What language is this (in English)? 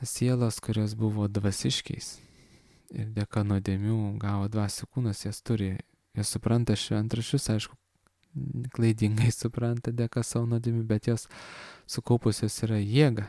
Lithuanian